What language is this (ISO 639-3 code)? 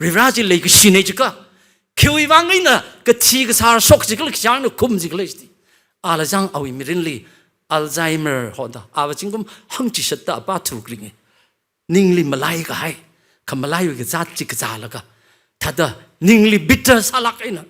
nmf